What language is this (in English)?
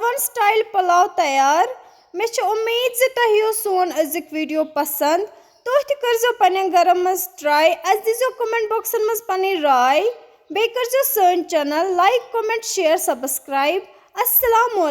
Kashmiri